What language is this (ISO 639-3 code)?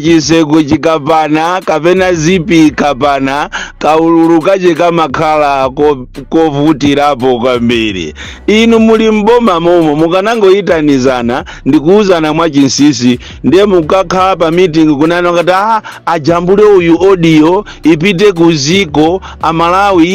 nya